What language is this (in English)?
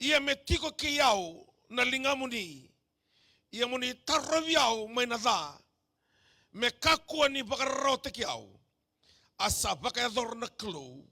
Fijian